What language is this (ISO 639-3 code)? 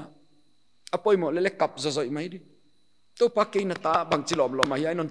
pck